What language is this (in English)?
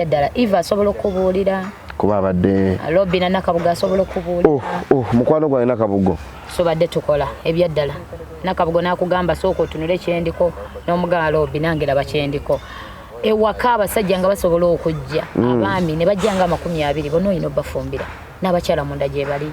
Ganda